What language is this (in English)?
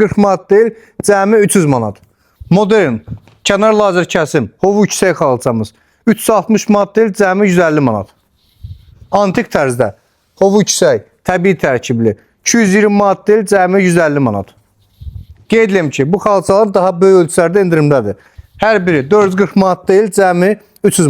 Azerbaijani